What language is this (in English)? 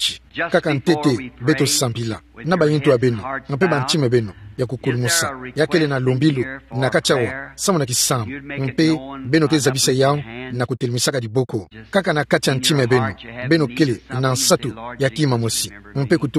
Kituba (Democratic Republic of Congo)